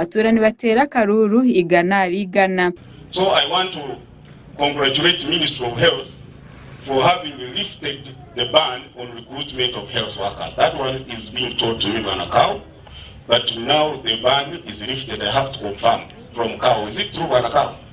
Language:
Nyankole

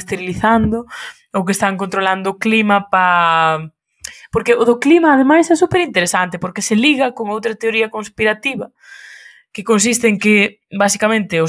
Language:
Galician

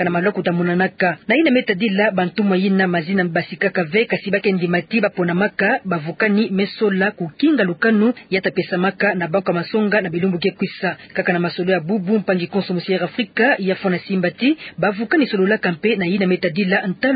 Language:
Kituba (Democratic Republic of Congo)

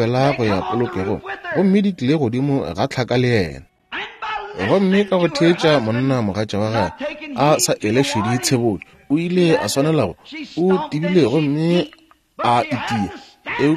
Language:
Northern Sotho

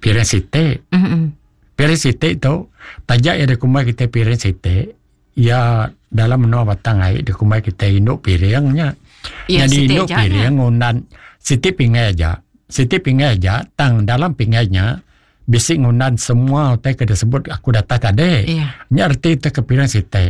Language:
Iban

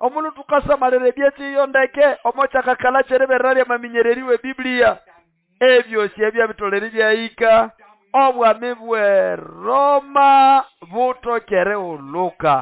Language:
Nande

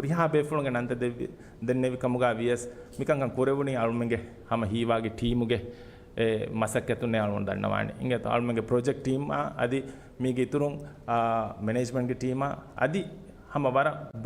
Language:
Divehi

